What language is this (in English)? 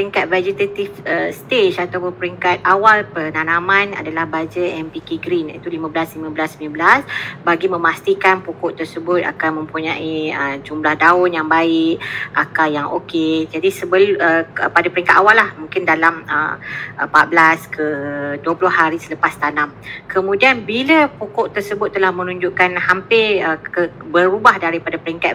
Malay